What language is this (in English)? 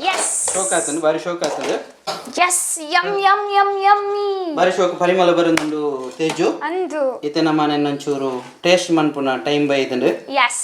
Tulu